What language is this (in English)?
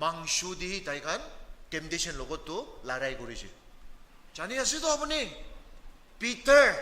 Naga Pidgin